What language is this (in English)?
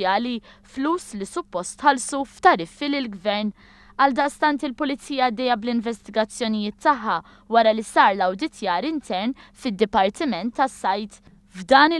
Maltese